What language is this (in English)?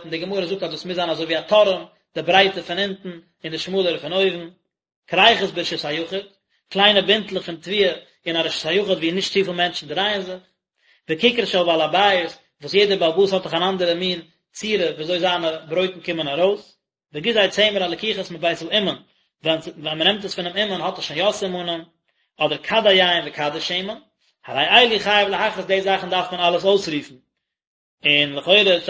Yiddish